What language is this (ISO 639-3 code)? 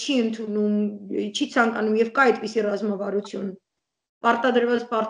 hye